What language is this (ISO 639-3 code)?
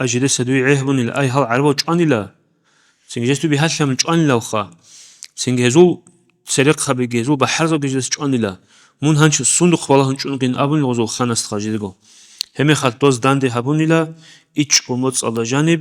ava